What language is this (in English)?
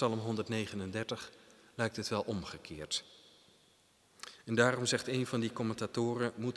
Dutch